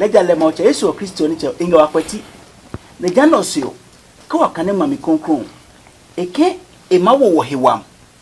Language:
Adangme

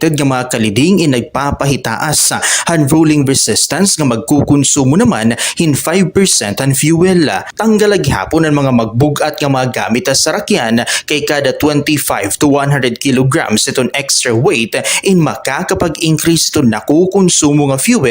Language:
Waray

